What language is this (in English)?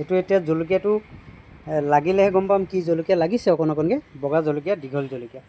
Assamese